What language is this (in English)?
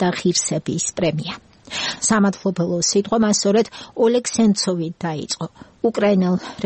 Georgian